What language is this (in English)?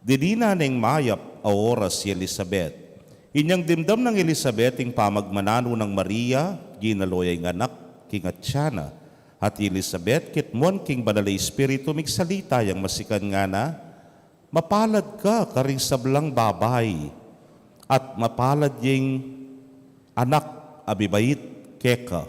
Pampanga